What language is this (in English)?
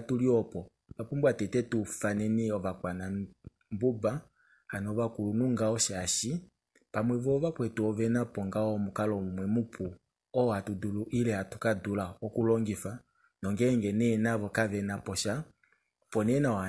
Kuanyama